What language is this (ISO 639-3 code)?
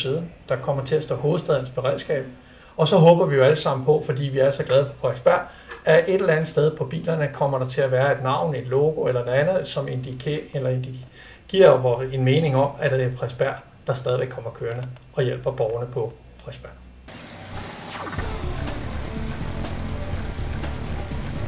dan